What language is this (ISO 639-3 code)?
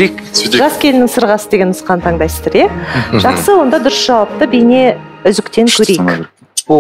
kaz